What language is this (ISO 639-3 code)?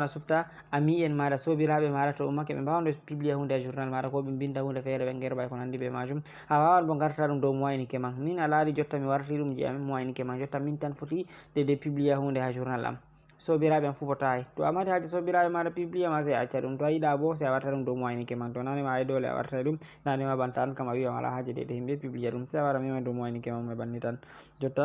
ful